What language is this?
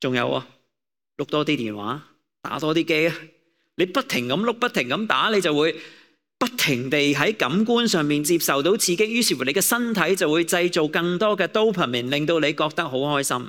Cantonese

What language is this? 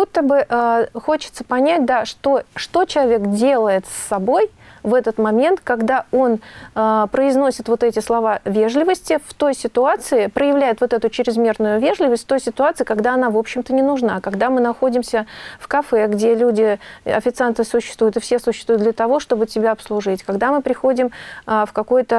Russian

